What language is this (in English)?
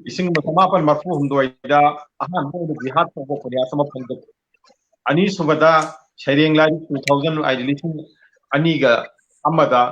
Manipuri